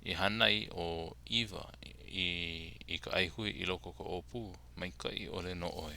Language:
Hawaiian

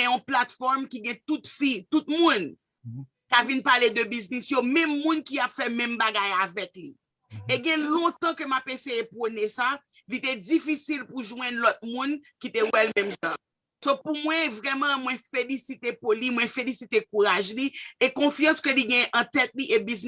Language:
Haitian Creole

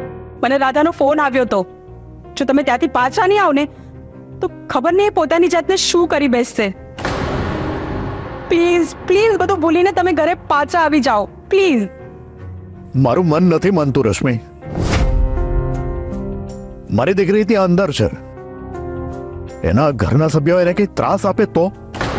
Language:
Gujarati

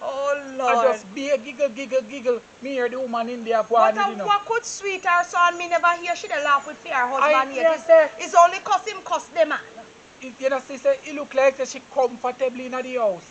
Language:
Jamaican Creole English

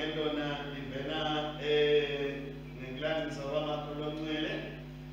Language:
Swati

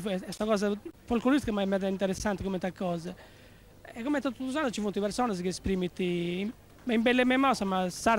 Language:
Sardinian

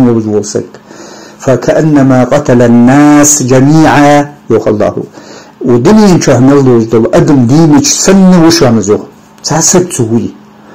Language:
Ingush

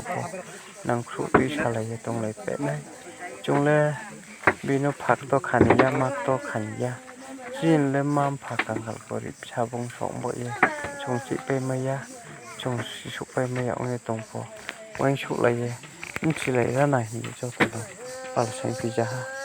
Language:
Riang (India)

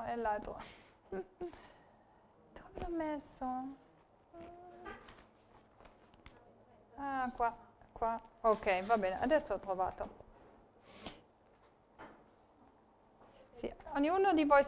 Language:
Italian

